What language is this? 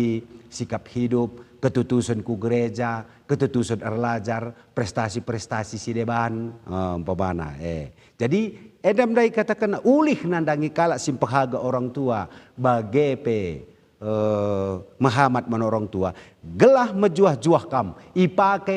Batak Karo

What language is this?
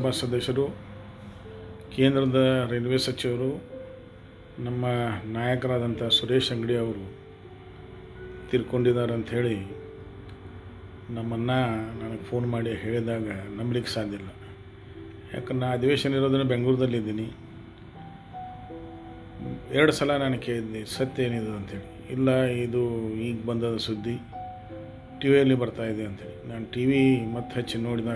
Kannada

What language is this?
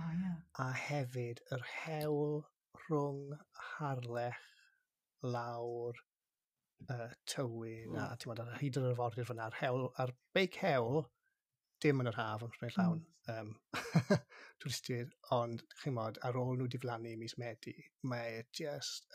Welsh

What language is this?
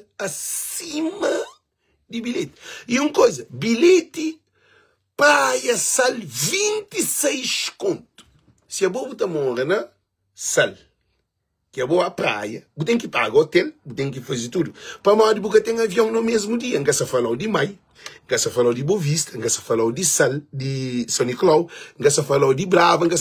Kabuverdianu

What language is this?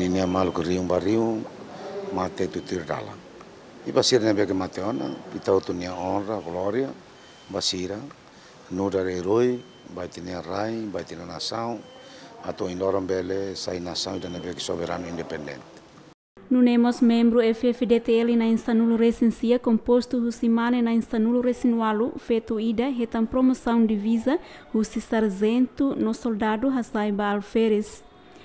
Tetum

